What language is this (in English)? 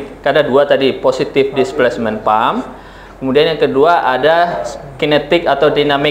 Indonesian